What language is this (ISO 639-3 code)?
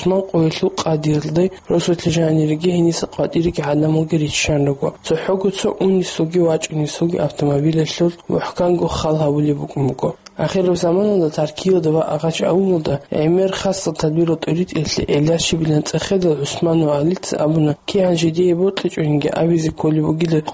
ava